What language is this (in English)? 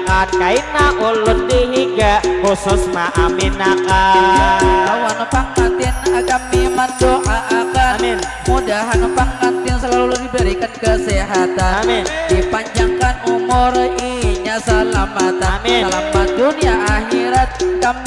Banjar